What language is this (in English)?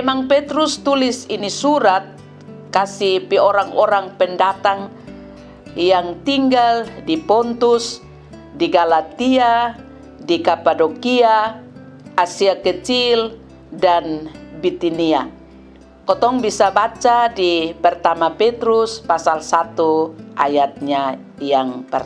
Kupang Malay